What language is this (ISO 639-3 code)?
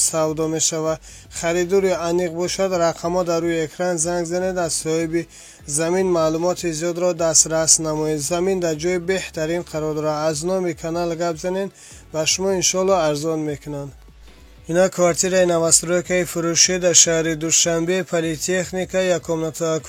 tgk